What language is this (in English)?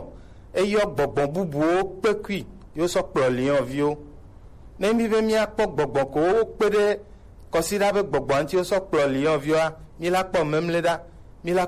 Gen